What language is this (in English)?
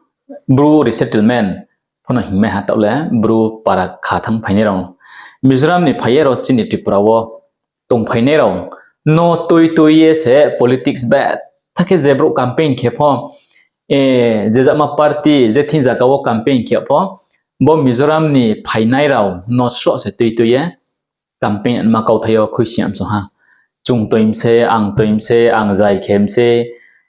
Riang (India)